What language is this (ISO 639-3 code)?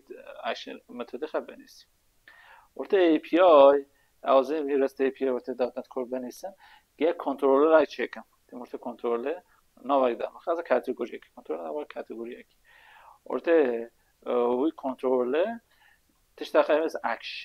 kur